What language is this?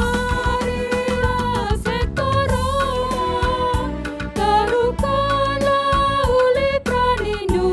Batak Karo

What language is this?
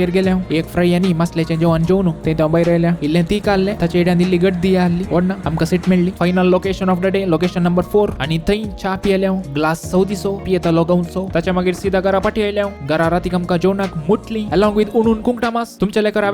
Konkani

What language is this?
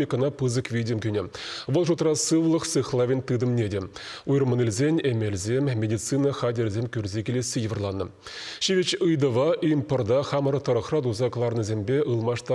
Chuvash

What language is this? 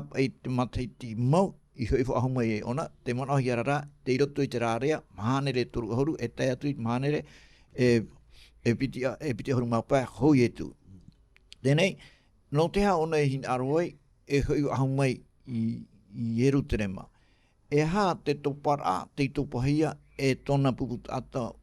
Tahitian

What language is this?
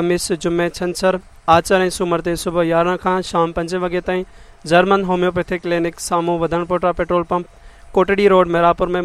Sindhi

